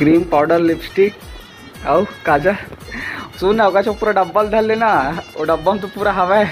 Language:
Chhattisgarhi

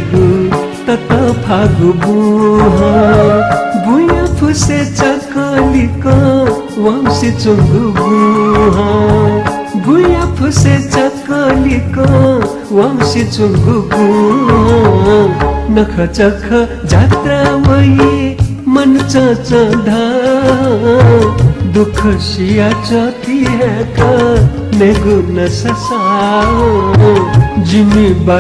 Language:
Newari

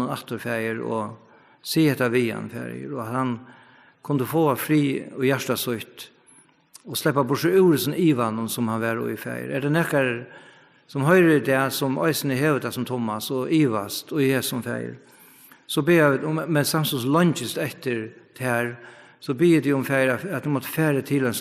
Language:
Faroese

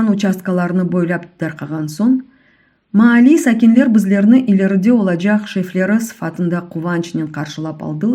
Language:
Crimean Tatar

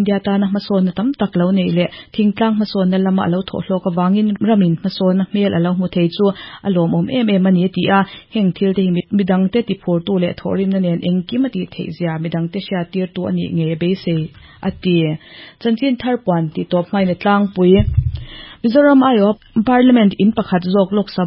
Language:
Mizo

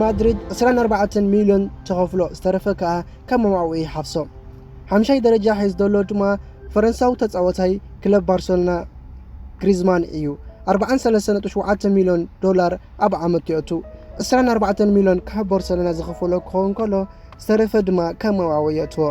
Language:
Tigrinya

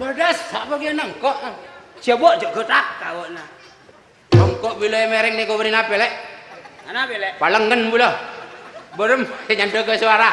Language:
Madurese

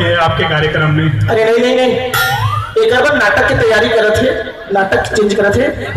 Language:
Chhattisgarhi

